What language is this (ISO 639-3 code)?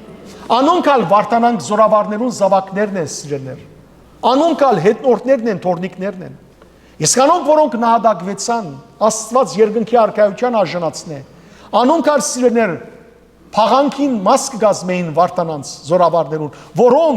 hyw